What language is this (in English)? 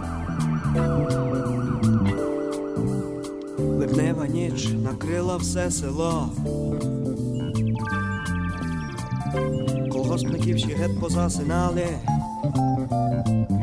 Ukrainian